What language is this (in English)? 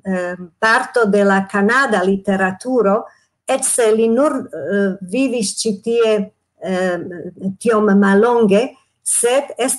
Esperanto